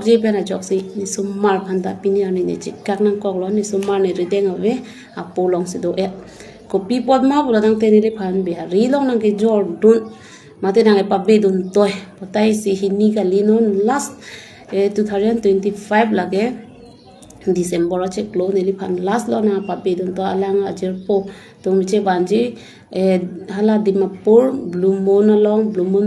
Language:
Karbi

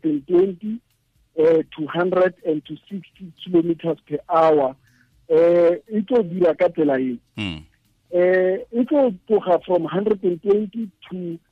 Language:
Tswana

